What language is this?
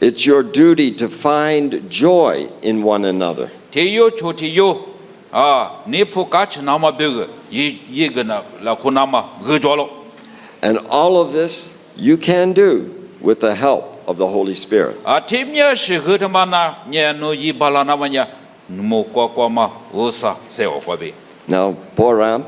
Lisu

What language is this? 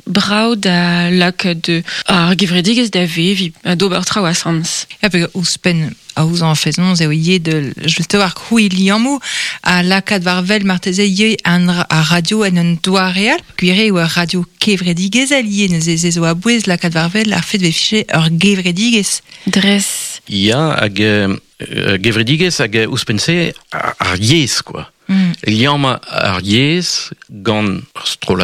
Breton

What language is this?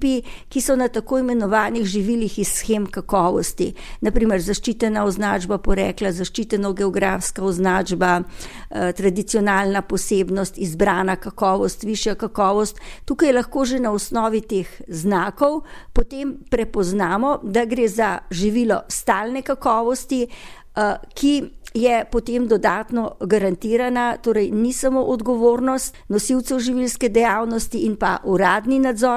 Slovenian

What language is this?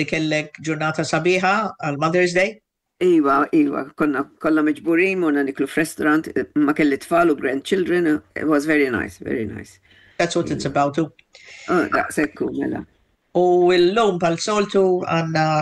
Maltese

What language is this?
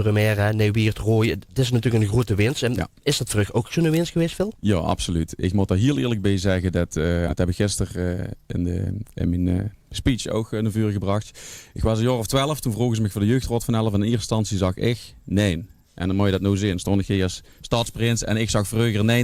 Limburgish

